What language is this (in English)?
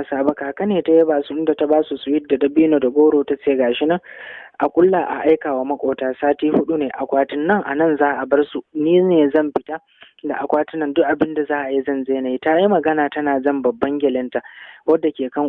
Hausa